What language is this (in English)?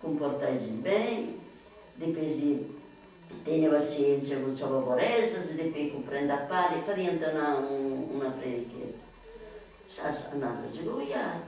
Sardinian